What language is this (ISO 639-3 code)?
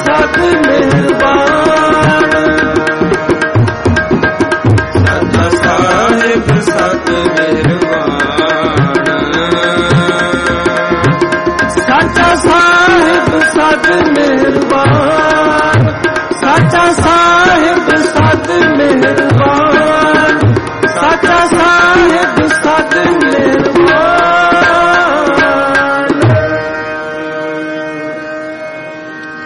pan